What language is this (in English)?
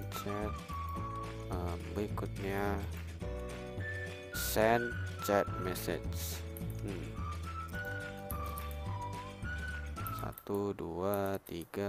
Indonesian